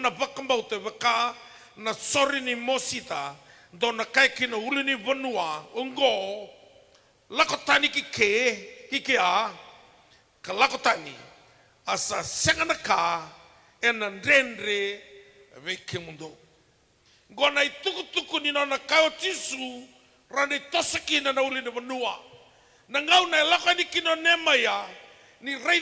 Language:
Fijian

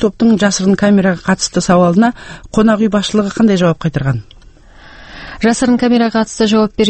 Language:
Kazakh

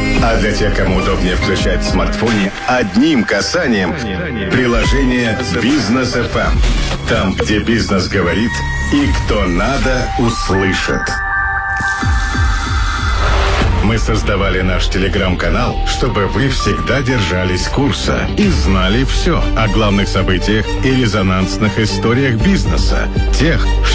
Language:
Russian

